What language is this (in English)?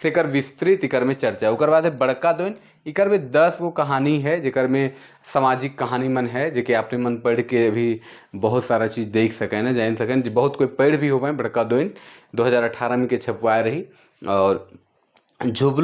Sadri